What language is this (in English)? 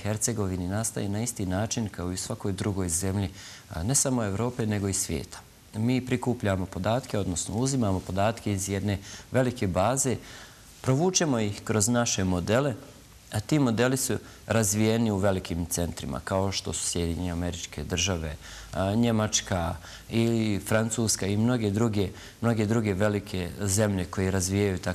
Bosnian